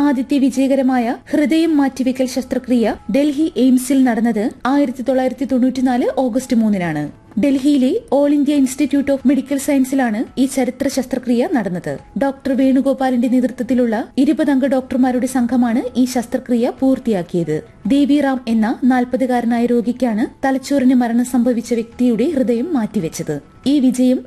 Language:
Malayalam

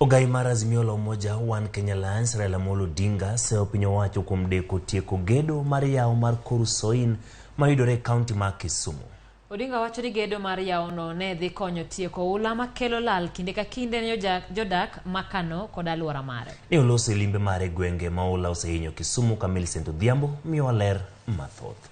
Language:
Luo (Kenya and Tanzania)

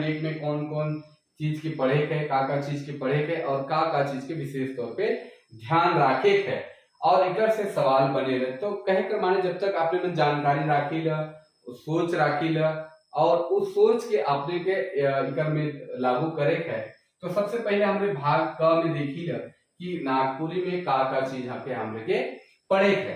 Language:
Sadri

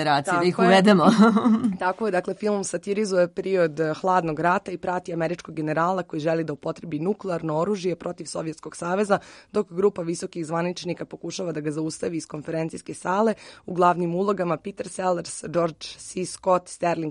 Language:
Serbian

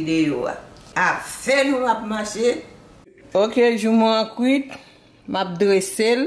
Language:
Haitian Creole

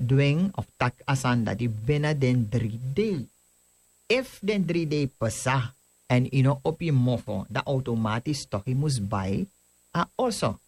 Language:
Sranan Tongo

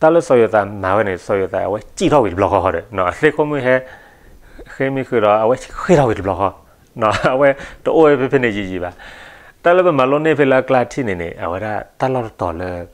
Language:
S'gaw Karen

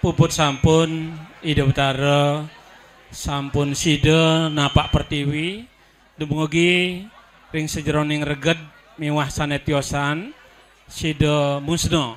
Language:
Balinese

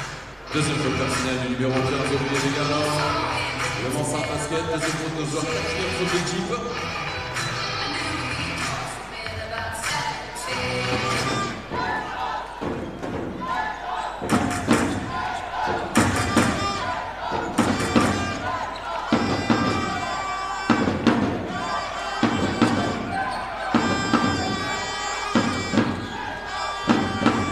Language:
French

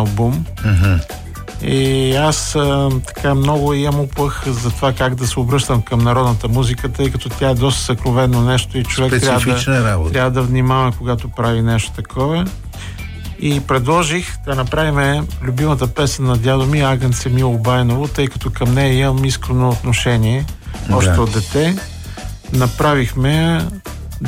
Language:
Bulgarian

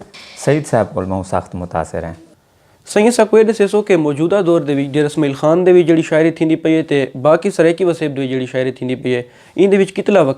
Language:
Saraiki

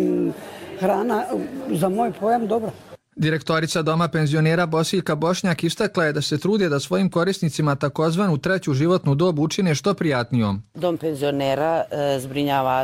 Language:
Croatian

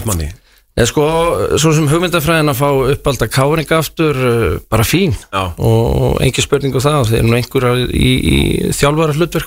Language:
Icelandic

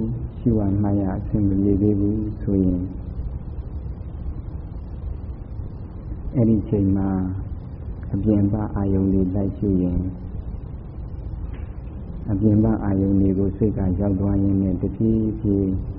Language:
Burmese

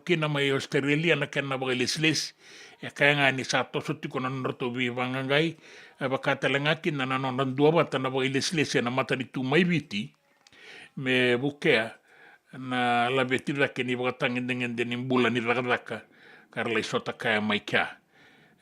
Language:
Fijian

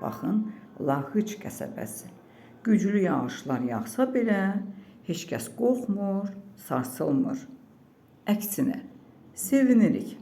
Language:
Azerbaijani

